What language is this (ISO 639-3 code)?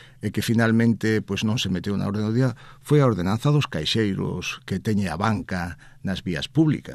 glg